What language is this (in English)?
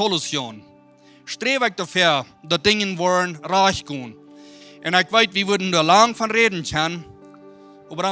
Plautdietsch